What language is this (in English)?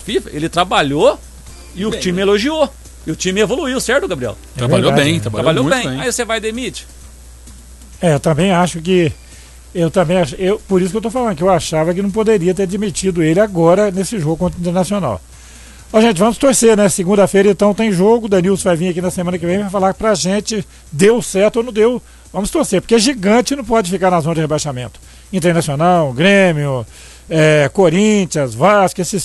Portuguese